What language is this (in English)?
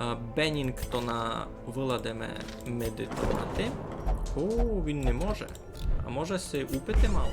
Rusyn